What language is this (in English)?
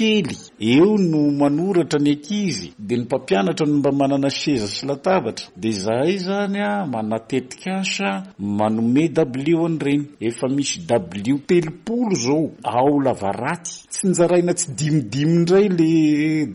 Malagasy